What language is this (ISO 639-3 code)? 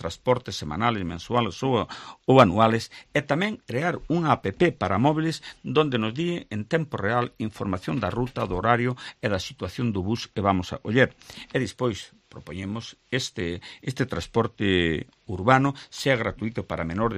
glg